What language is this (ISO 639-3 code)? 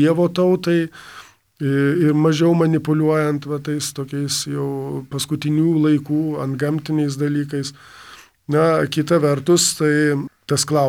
lit